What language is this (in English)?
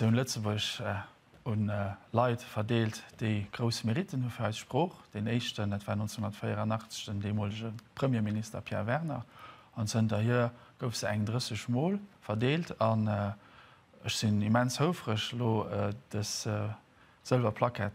Luxembourgish